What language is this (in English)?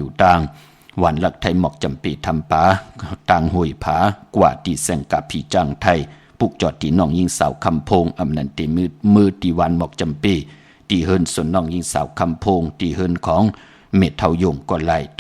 Shan